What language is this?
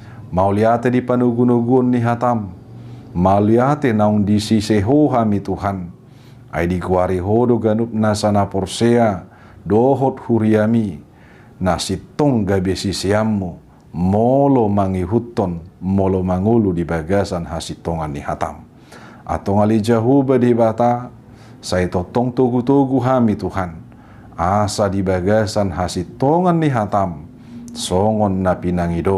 Batak Toba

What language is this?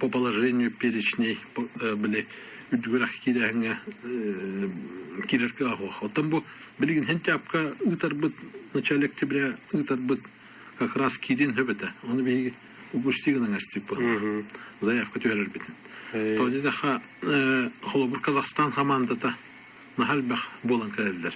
Yakut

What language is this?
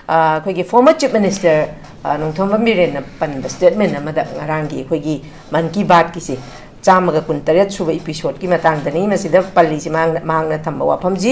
Manipuri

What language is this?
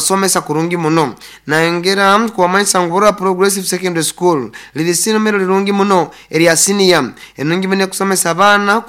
Nyoro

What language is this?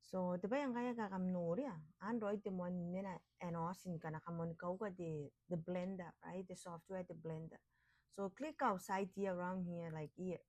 Gilbertese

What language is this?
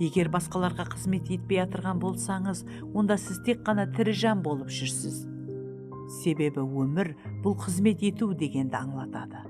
Kara-Kalpak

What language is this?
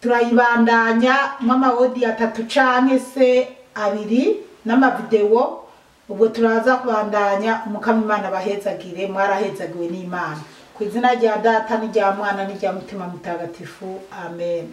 Rundi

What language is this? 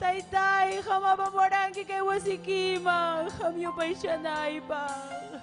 Ayacucho Quechua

